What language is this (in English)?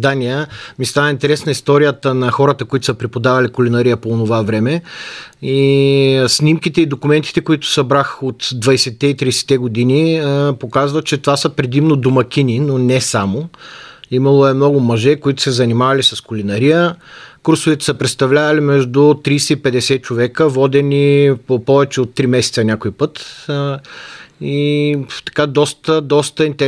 Bulgarian